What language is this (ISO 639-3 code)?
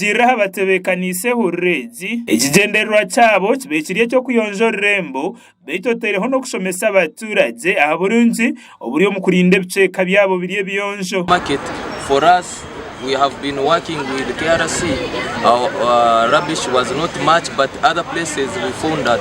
nyn